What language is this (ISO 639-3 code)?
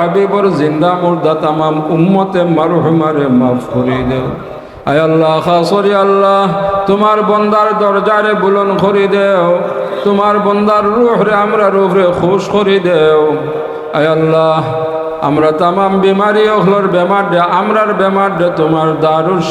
syl